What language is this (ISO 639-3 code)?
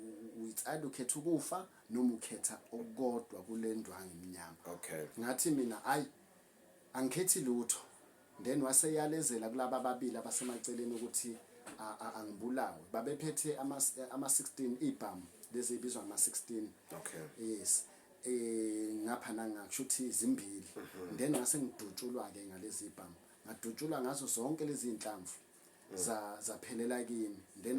zul